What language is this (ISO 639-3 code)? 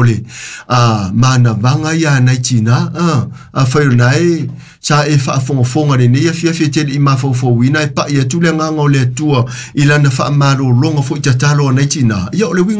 smo